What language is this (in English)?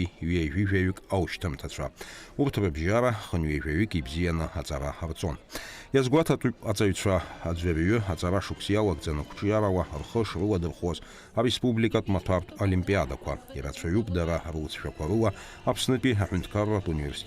Abkhazian